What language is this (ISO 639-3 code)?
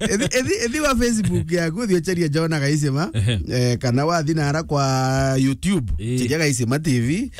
mer